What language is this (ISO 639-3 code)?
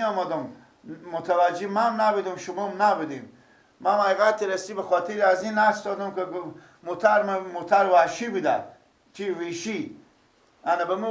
fas